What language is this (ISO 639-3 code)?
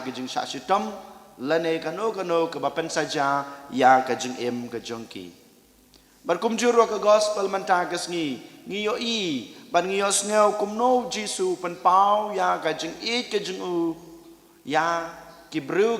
kha